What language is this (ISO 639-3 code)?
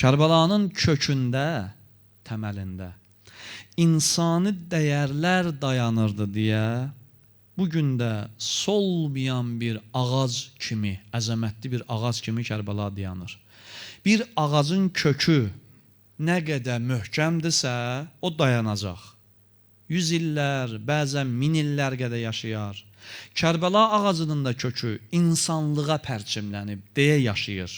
aze